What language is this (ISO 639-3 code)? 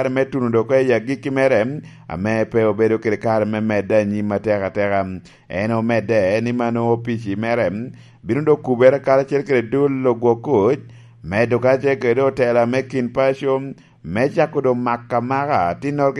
laj